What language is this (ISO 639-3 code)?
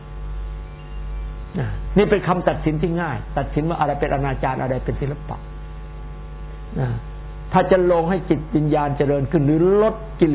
tha